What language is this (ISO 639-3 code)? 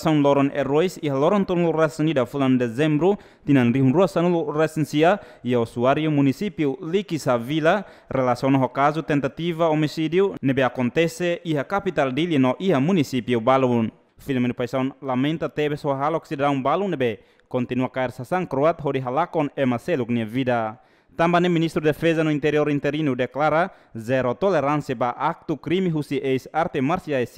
tet